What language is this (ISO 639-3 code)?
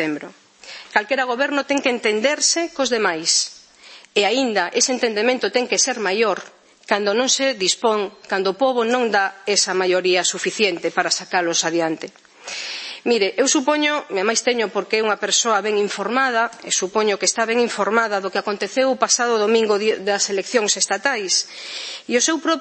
glg